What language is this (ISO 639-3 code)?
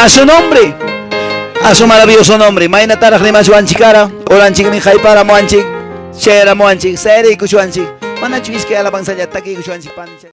que